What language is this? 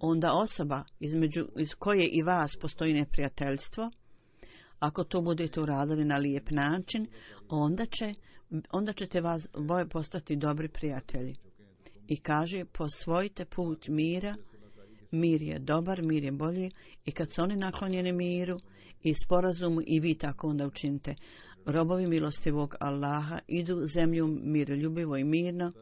Bosnian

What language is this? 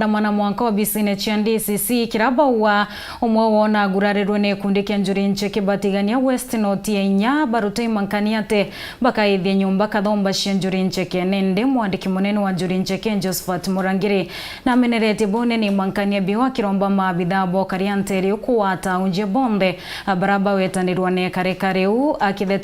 Meru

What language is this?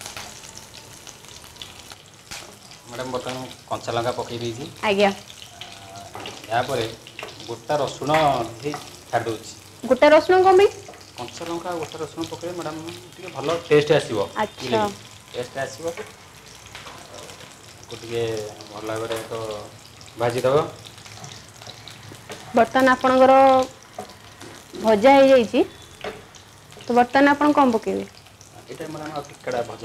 Odia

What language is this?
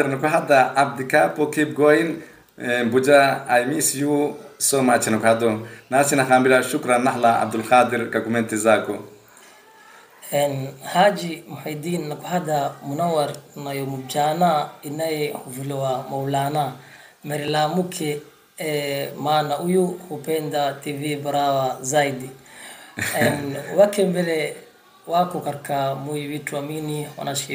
Swahili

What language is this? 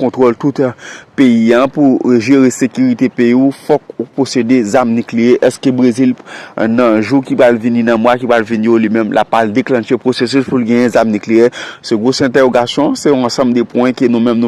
Haitian Creole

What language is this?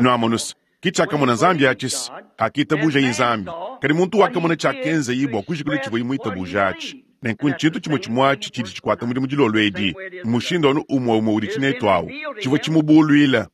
Luba-Lulua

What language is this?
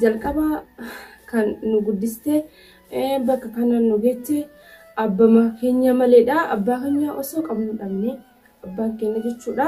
Oromo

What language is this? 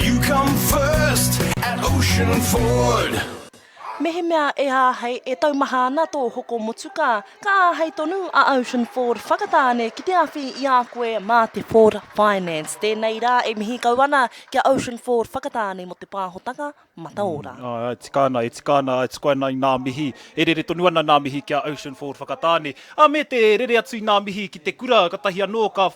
Māori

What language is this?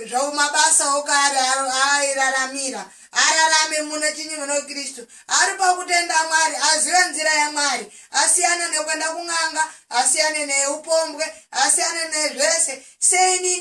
Shona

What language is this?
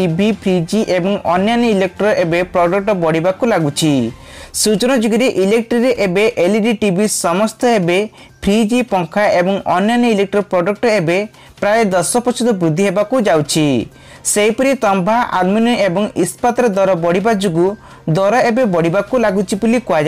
Odia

